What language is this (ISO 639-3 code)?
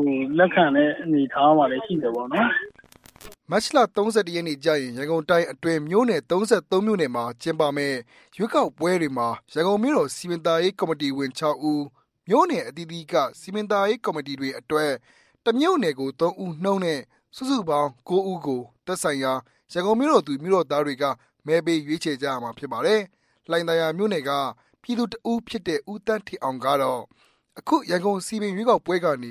mya